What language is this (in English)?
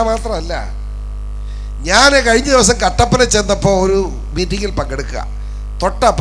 Malayalam